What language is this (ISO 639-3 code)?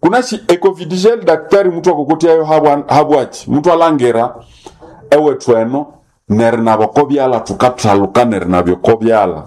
nnb